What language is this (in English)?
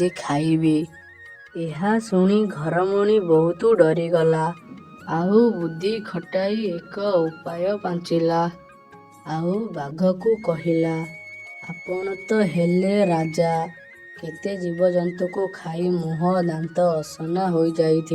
Odia